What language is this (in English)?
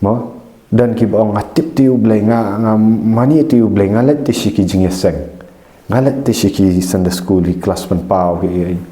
Khasi